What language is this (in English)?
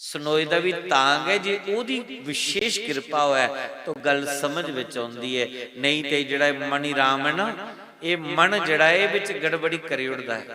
Dogri